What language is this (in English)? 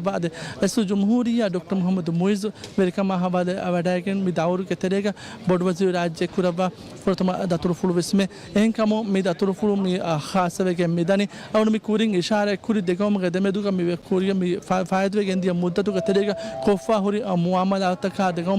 Divehi